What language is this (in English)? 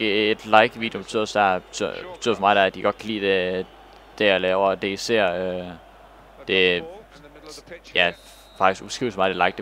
Danish